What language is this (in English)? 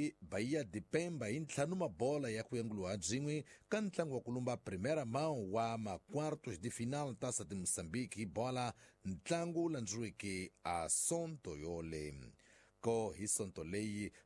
Tsonga